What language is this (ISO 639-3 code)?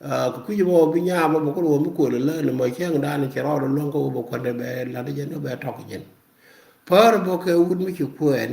nus